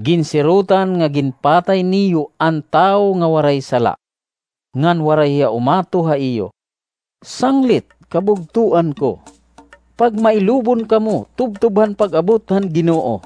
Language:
Waray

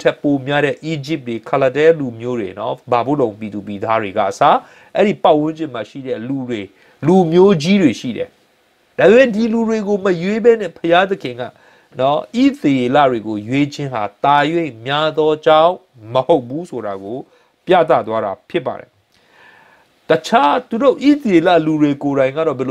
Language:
Burmese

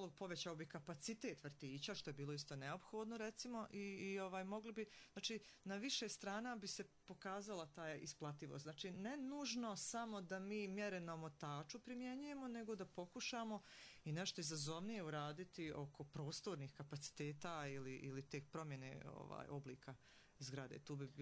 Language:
Serbian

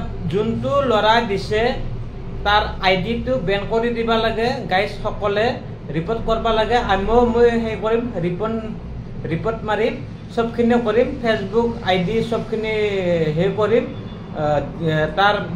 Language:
Assamese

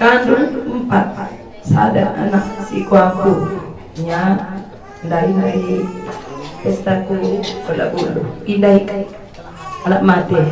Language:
Batak Karo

